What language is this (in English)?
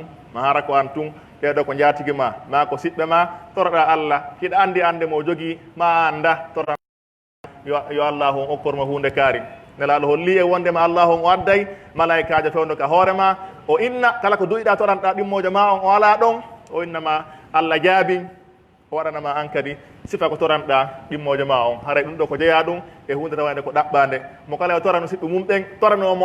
Pular